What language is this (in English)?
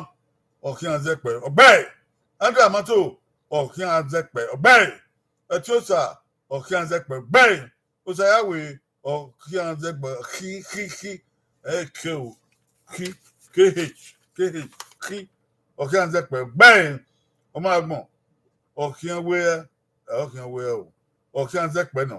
Bini